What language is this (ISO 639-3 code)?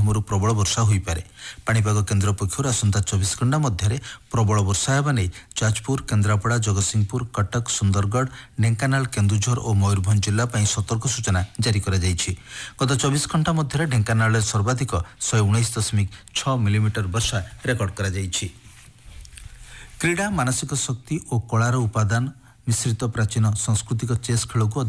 ori